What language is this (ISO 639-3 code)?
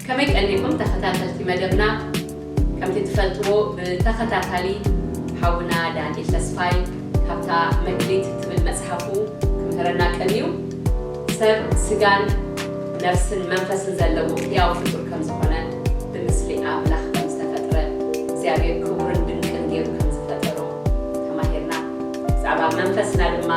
tir